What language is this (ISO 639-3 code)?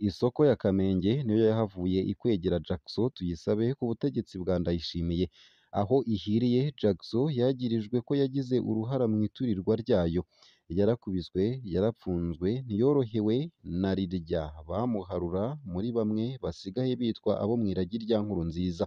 run